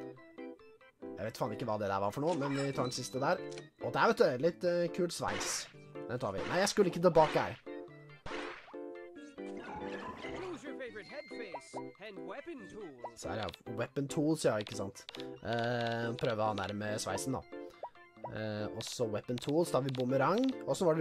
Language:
Norwegian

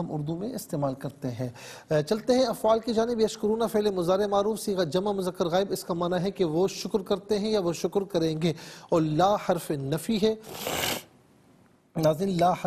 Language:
Urdu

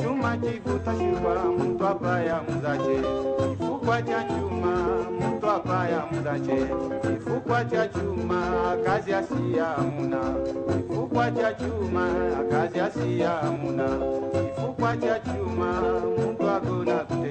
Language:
Swahili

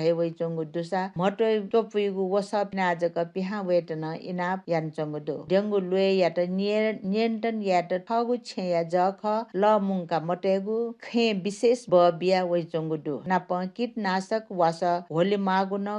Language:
Newari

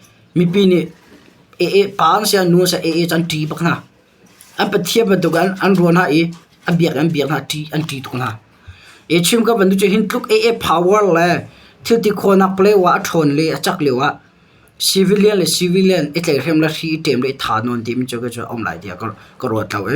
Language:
Hakha Chin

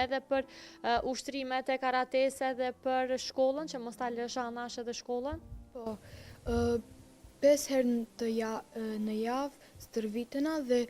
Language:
Albanian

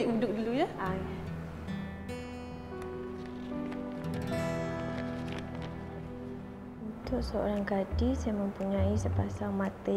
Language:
Malay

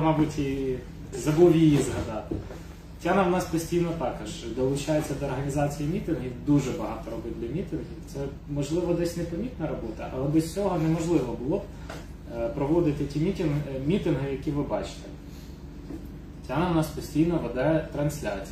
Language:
Ukrainian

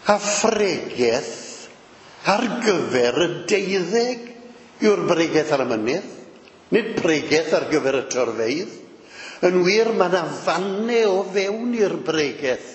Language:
Welsh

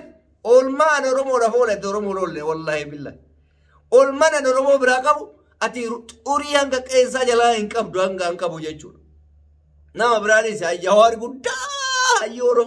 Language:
Oromo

